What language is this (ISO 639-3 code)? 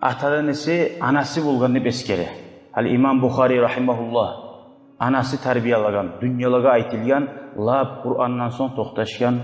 kum